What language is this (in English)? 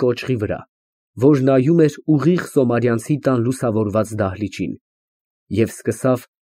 Armenian